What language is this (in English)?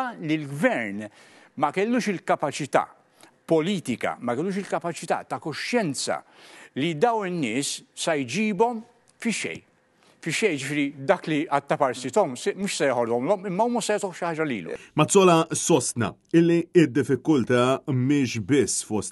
Maltese